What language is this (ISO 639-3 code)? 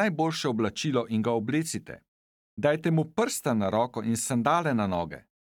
slv